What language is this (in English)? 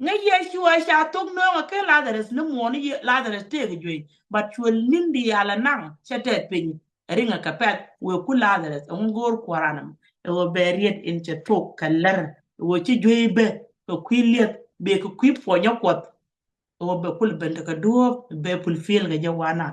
Nuer